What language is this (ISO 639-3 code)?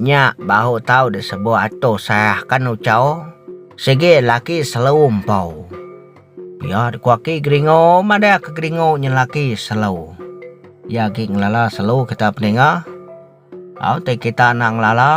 iba